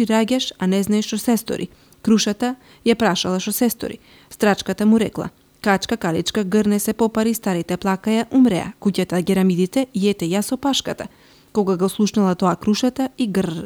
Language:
Macedonian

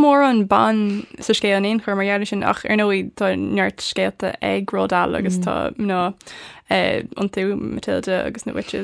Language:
Irish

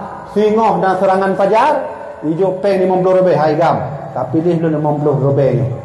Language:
Achinese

